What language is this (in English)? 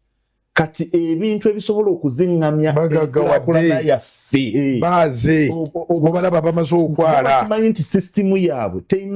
Ganda